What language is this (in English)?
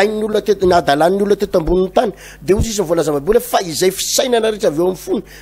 Malagasy